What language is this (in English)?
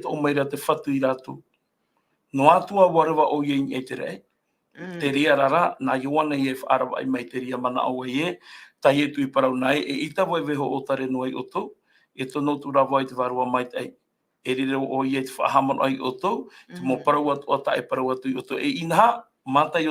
Tahitian